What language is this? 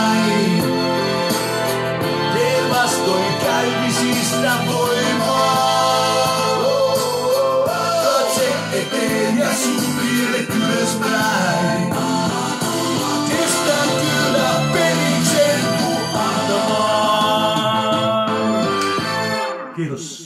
Finnish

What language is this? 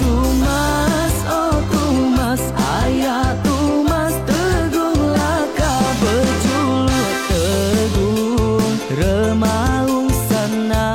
Iban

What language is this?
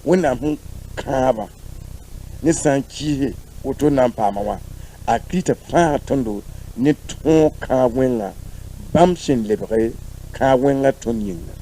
Mossi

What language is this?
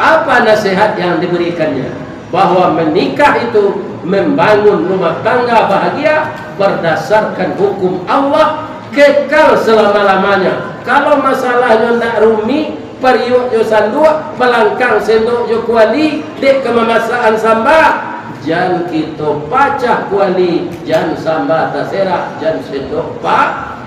Minangkabau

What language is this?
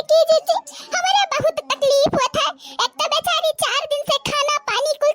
Awadhi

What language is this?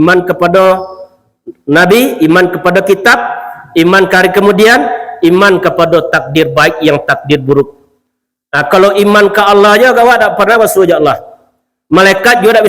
Minangkabau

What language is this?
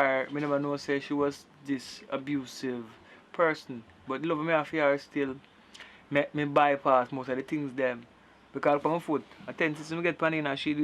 Jamaican Creole English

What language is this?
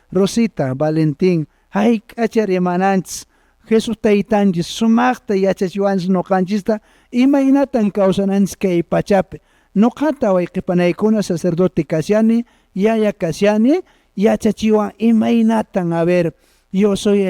Quechua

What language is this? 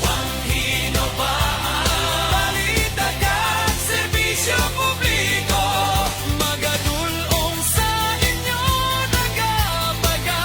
Hiligaynon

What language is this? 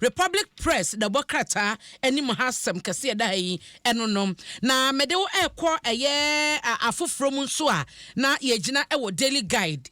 Akan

